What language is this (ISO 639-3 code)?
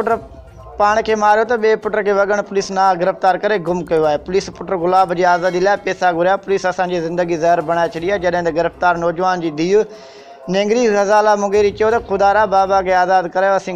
snd